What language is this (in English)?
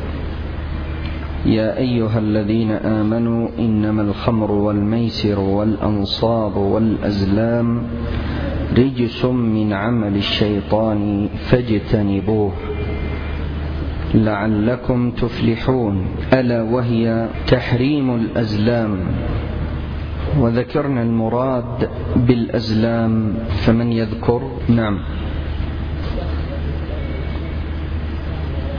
Arabic